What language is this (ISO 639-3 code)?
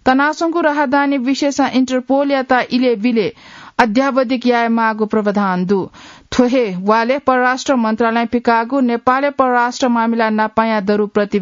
new